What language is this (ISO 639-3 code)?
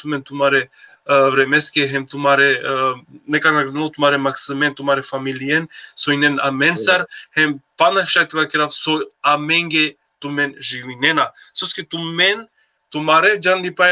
rmn